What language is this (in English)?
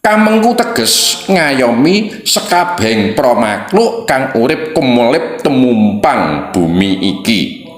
Javanese